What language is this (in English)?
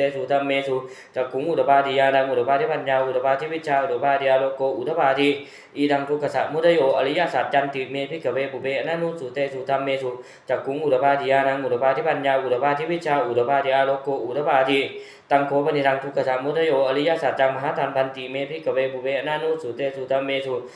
Pali